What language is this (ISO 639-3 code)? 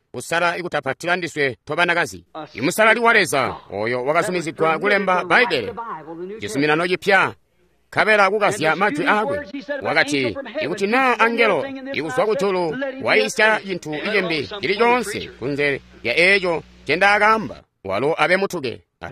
toi